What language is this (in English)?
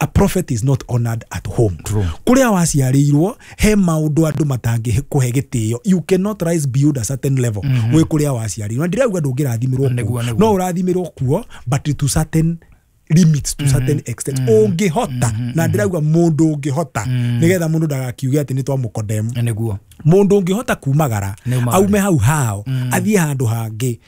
Kikuyu